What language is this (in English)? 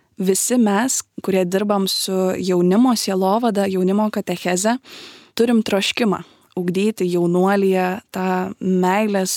Lithuanian